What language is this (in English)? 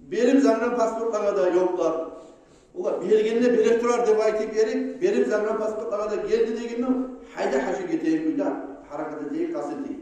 Kumyk